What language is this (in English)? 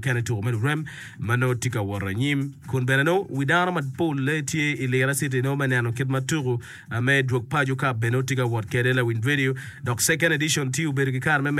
Acoli